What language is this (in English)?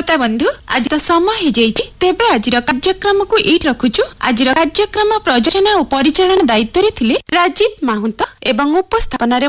Odia